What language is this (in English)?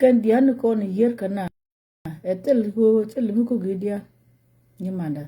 Nuer